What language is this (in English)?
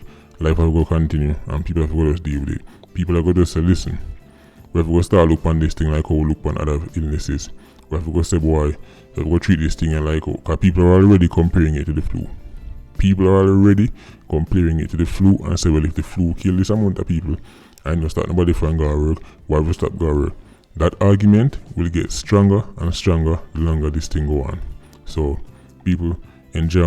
Jamaican Creole English